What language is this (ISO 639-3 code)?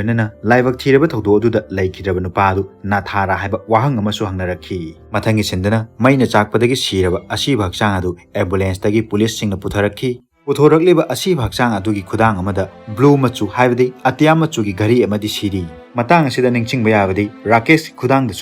mni